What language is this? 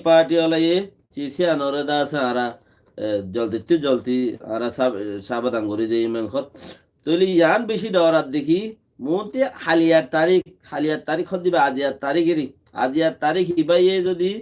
Rohingya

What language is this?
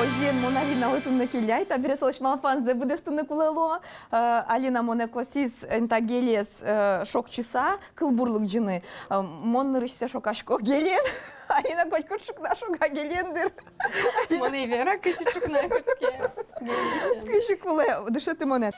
Udmurt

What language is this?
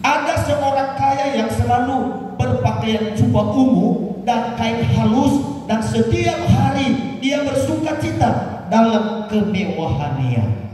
Nias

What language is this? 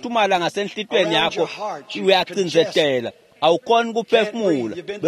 Swati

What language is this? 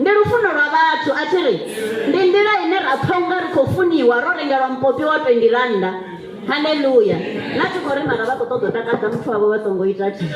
Venda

